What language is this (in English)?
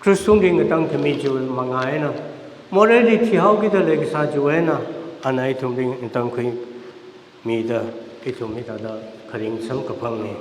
Tangkhul Naga (India)